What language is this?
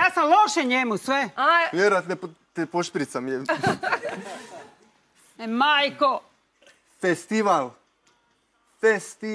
Croatian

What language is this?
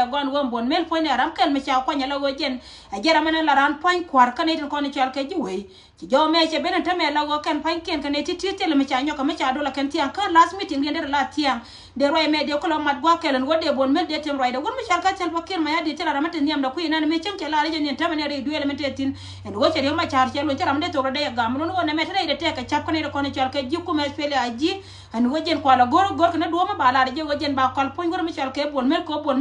Nuer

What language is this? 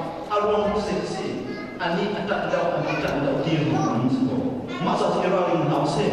Hakha Chin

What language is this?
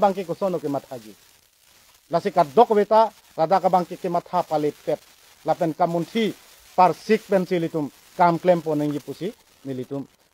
Karbi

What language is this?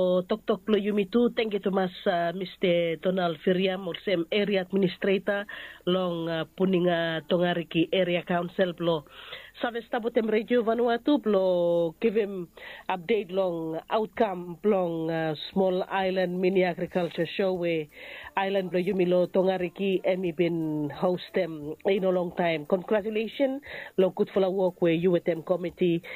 Bislama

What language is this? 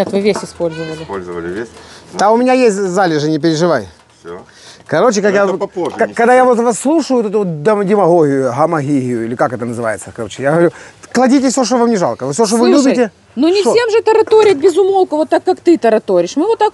Russian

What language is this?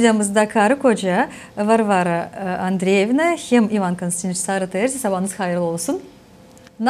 Gagauz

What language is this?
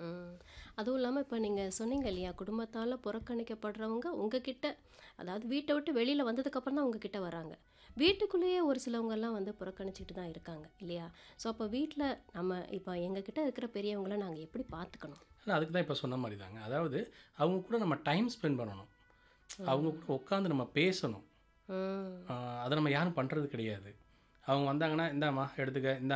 Tamil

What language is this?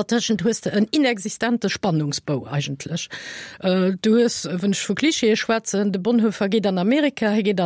Luxembourgish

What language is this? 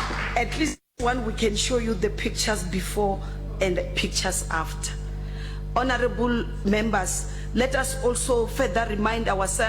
Tsonga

